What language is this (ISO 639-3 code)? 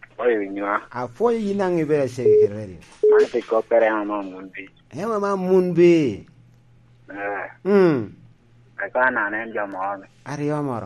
laj